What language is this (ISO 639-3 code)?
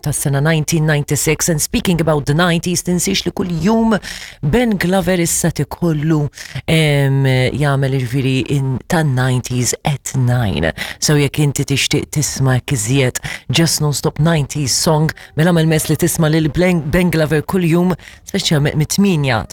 mlt